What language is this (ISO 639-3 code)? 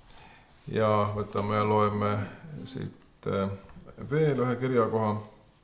est